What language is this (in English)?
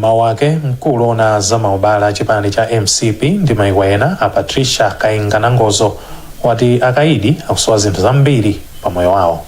Nyanja